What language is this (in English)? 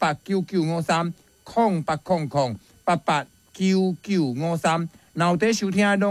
Min Nan Chinese